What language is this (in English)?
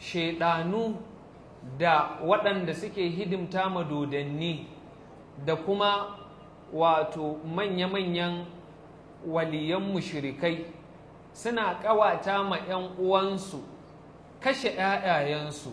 Hausa